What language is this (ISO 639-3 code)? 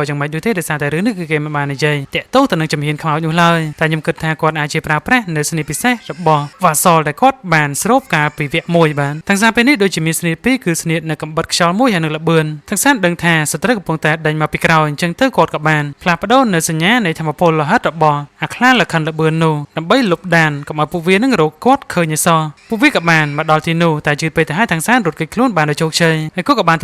khm